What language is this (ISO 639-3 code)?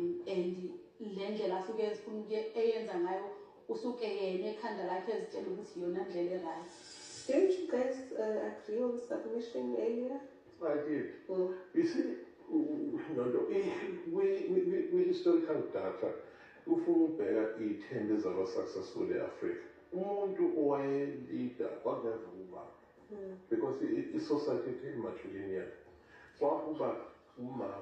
zul